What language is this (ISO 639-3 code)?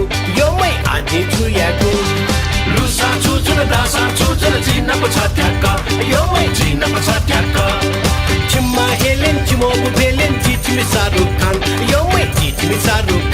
new